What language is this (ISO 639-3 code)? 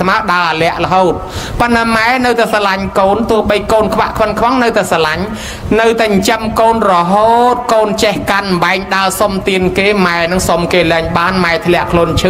khm